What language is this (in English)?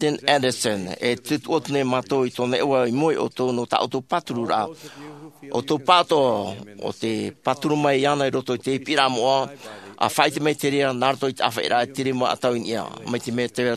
Tahitian